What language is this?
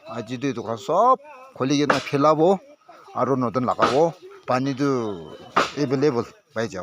Naga Pidgin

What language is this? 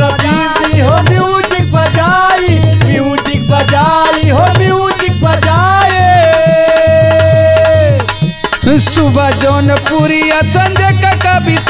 Bhojpuri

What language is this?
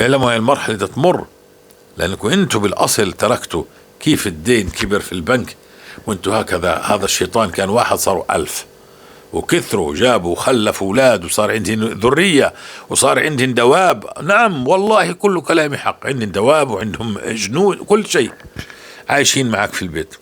North Levantine Arabic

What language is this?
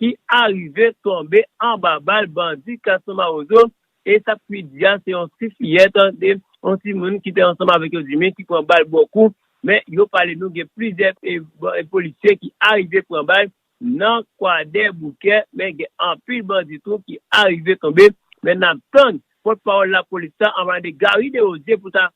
Haitian Creole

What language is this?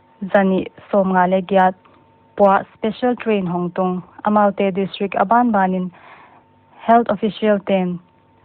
Paite Chin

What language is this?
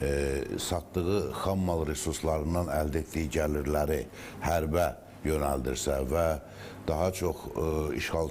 Azerbaijani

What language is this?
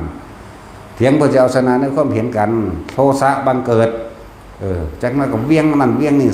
Northeastern Thai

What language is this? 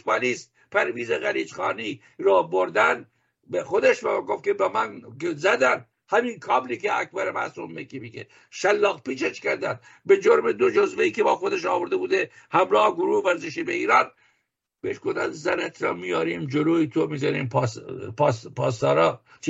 Persian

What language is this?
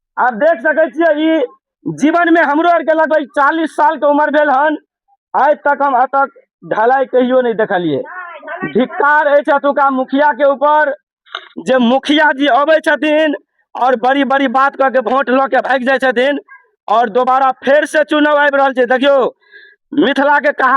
Maithili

